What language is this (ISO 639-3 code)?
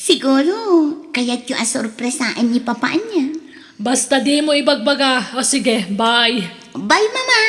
ilo